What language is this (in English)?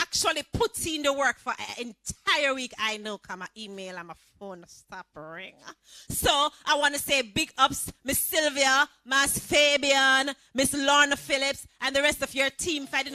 Jamaican Creole English